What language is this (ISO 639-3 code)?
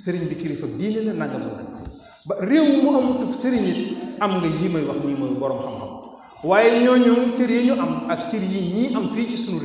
wol